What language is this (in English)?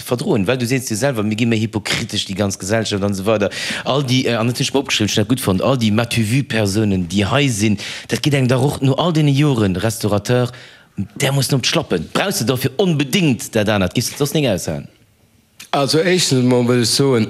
Luxembourgish